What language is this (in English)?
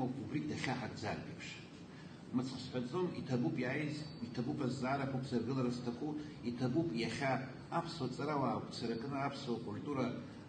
Abkhazian